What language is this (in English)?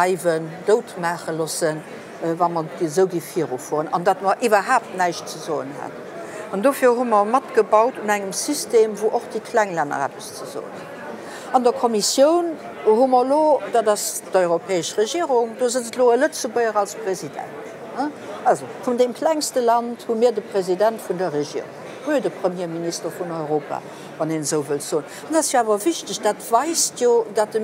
Luxembourgish